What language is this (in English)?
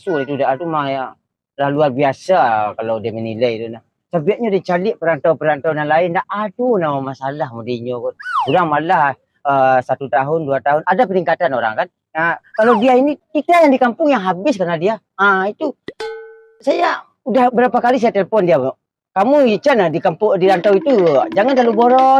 Minangkabau